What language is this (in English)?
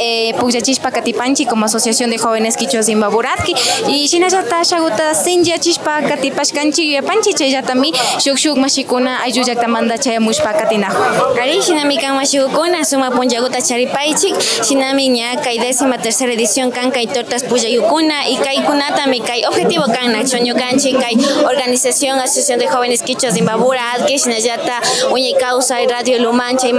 Imbabura Highland Quichua